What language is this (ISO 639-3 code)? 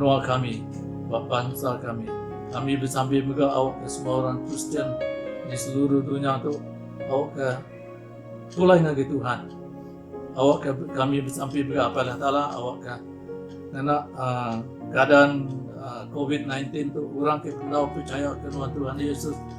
iba